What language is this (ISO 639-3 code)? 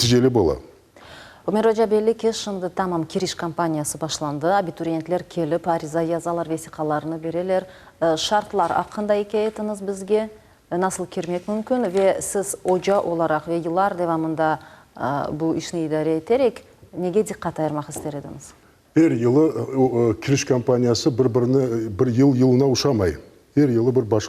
crh